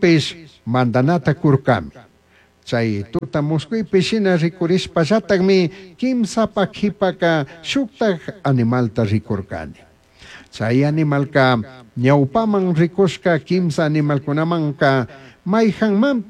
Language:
Chimborazo Highland Quichua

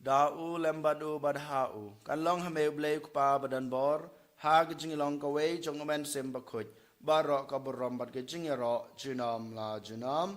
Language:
Khasi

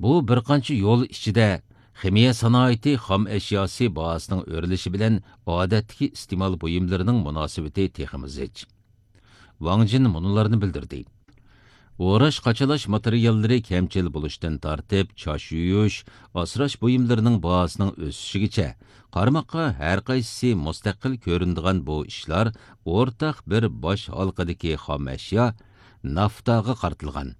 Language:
Uyghur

